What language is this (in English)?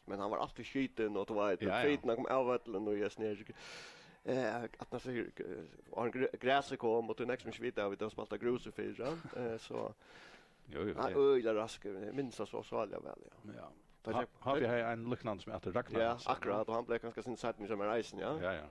Faroese